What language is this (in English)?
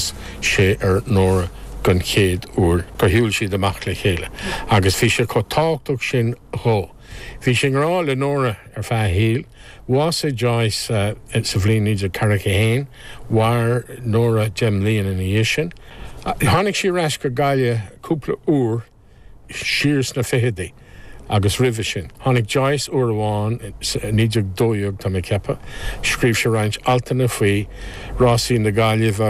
Irish